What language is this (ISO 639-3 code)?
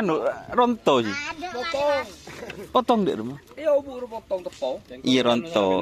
mad